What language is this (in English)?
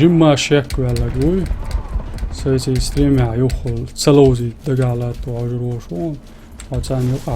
Chechen